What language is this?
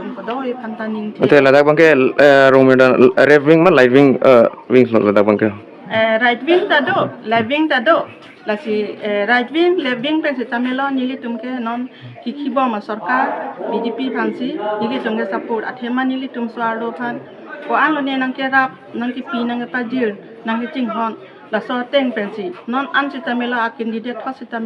Karbi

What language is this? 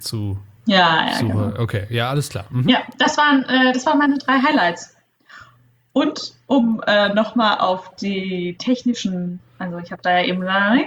German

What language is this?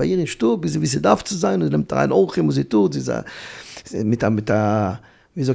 Yiddish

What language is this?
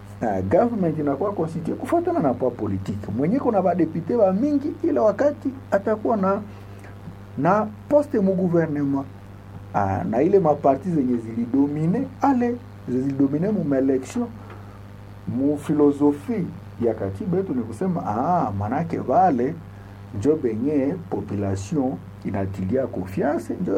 Swahili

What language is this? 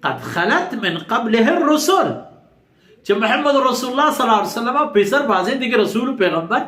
Baluchi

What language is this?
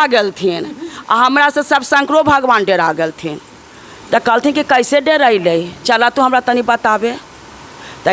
Magahi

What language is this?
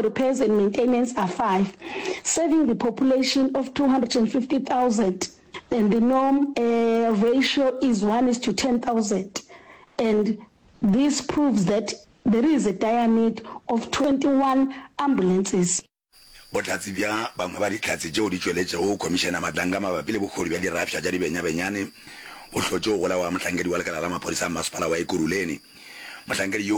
Northern Sotho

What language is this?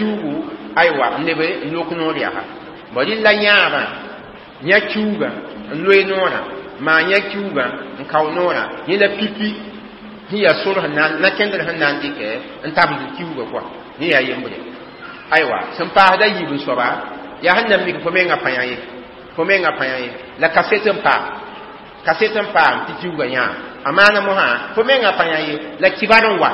Mossi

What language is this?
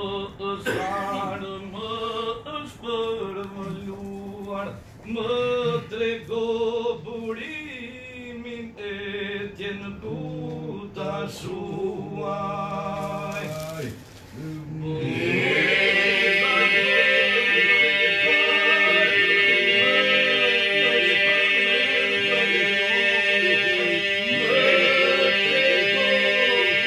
Romanian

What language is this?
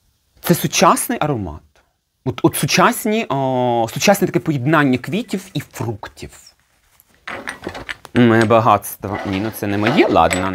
Ukrainian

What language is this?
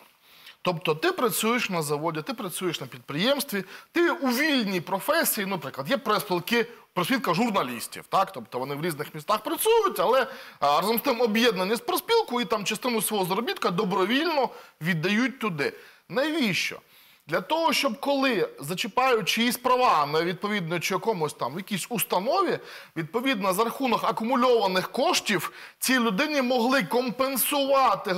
Ukrainian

